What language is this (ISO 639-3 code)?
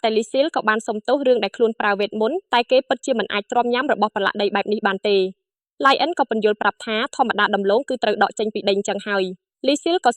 khm